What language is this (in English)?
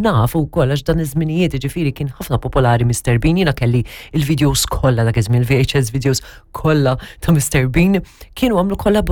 Maltese